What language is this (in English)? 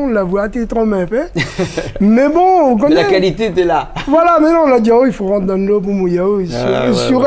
Réunion Creole French